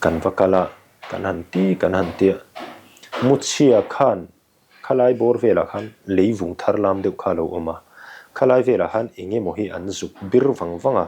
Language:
Mizo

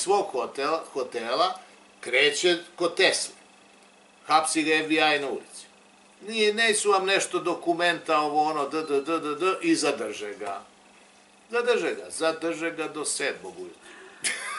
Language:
Serbian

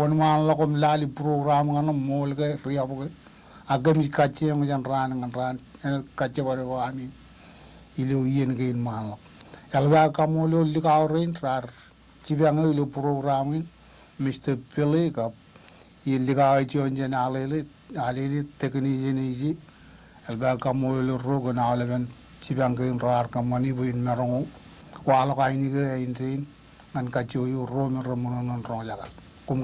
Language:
Marshallese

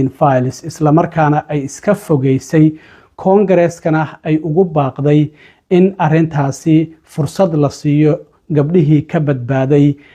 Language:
Somali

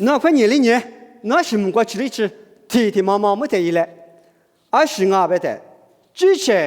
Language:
Lisu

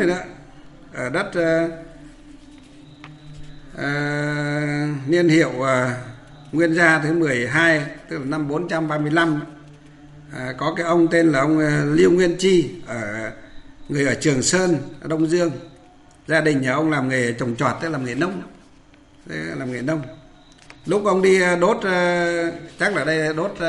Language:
Vietnamese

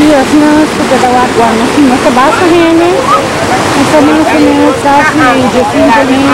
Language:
Papiamento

